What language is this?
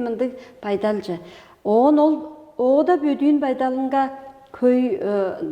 Tuvinian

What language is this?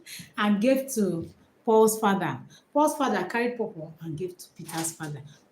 Igbo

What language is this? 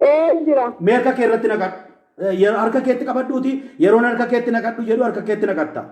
Oromo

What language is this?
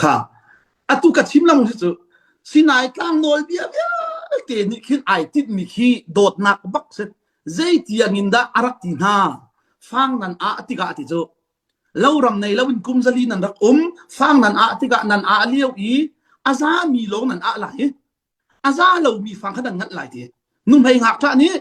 Hakha Chin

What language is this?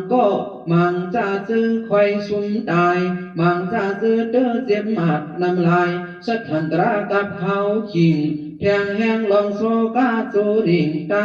Shan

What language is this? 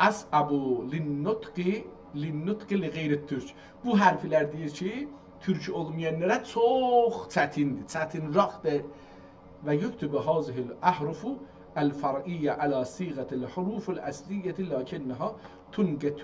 South Azerbaijani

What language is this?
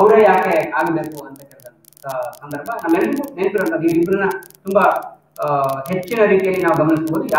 Kannada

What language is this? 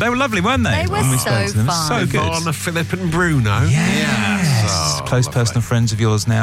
English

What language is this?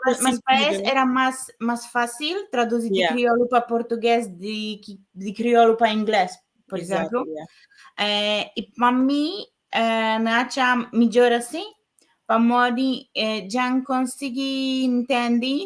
Kabuverdianu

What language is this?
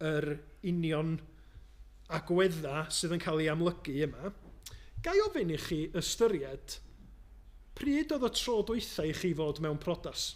Welsh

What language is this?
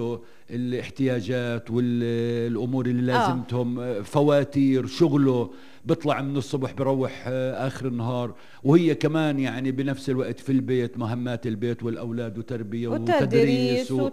North Levantine Arabic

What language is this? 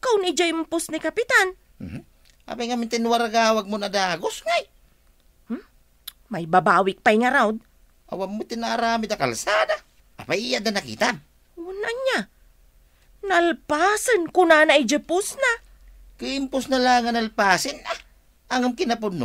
Iloko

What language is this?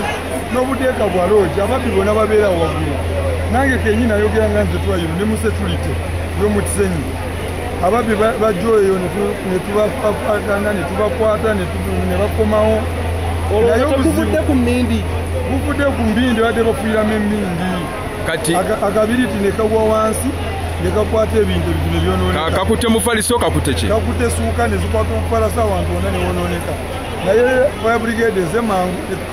Ganda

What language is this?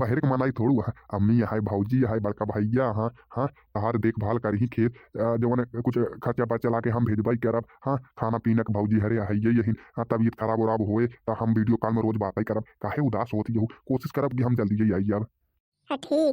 Bhojpuri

